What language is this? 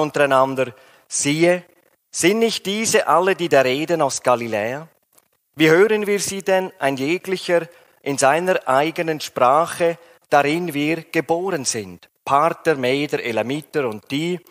Swiss German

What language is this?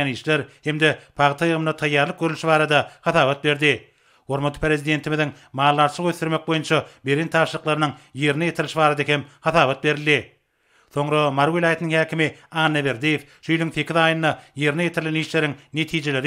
Turkmen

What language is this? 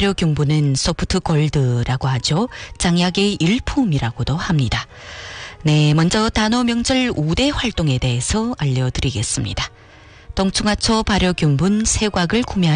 Korean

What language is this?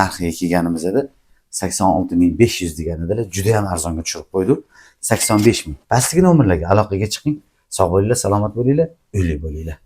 Uzbek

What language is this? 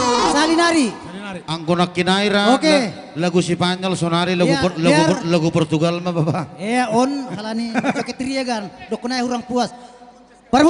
Batak Simalungun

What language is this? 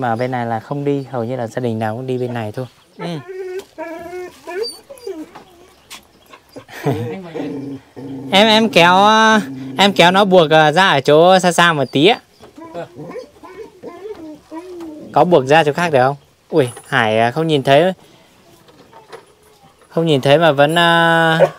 Vietnamese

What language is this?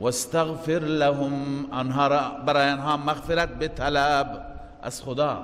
Persian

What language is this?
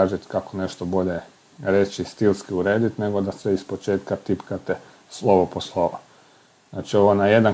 Croatian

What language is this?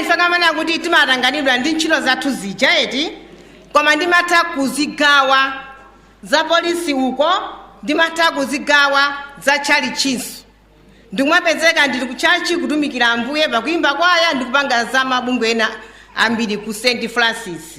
Nyanja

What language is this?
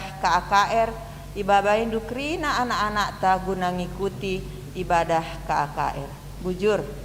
Batak Karo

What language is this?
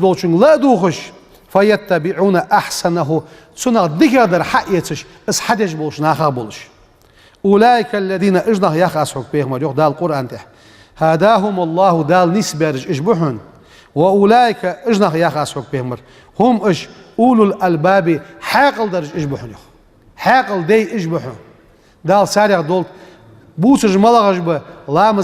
Ingush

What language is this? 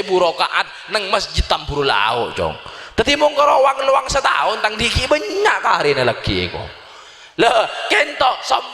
Madurese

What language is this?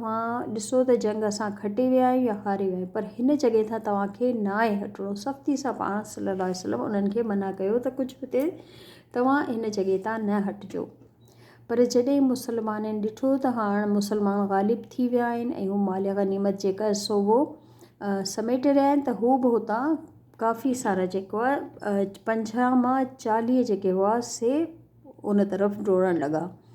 Sindhi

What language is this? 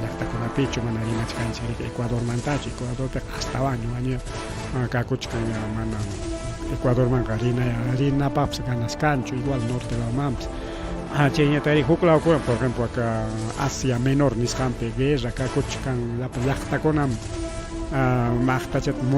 Ayacucho Quechua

